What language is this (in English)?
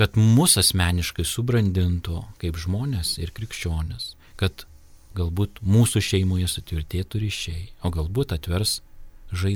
Lithuanian